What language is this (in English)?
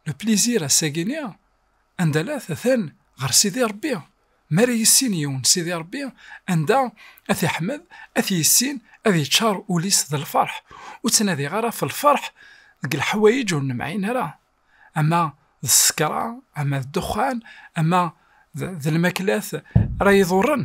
Kabyle